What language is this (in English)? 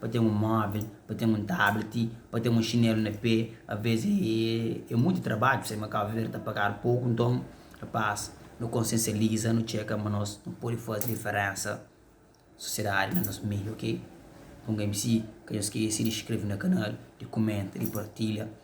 Kabuverdianu